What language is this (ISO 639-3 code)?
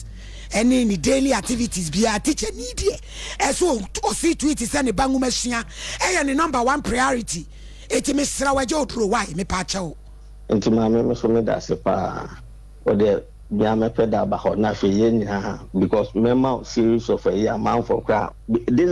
aka